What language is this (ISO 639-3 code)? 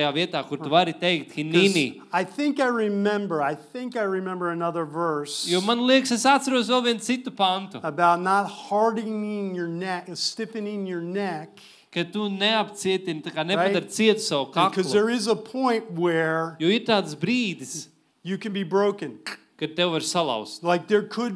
lav